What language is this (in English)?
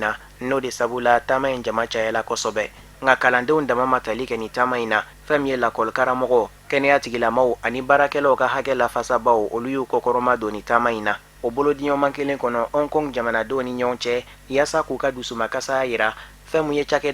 Bambara